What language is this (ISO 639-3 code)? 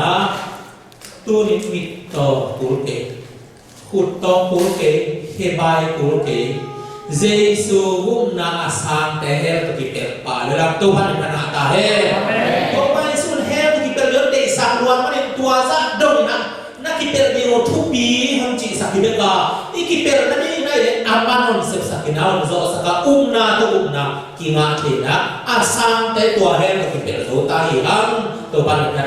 ctd